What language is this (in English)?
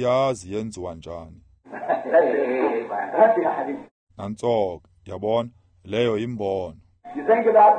Xhosa